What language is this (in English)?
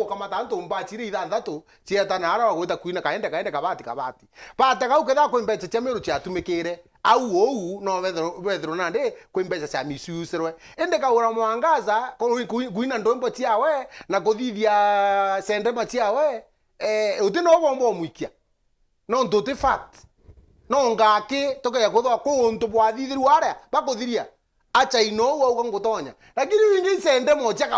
Meru